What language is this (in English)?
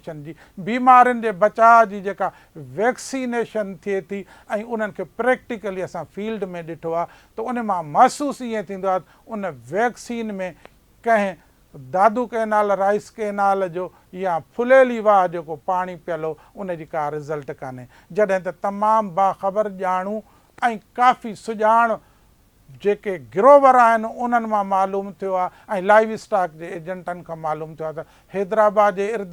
Sindhi